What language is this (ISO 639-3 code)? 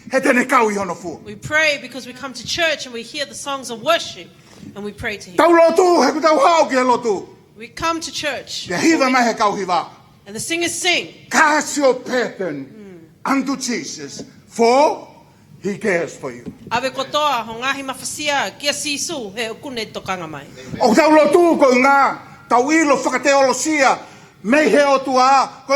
ton